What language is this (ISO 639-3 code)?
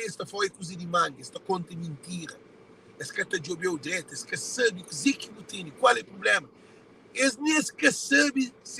kea